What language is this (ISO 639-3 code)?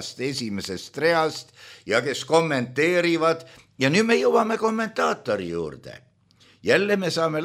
est